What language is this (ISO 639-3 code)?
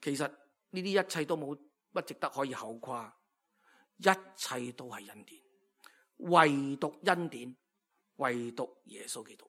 yue